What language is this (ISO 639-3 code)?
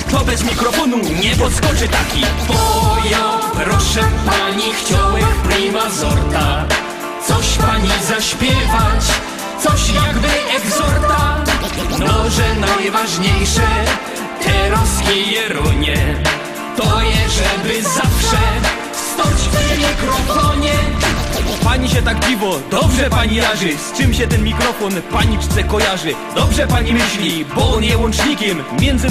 szl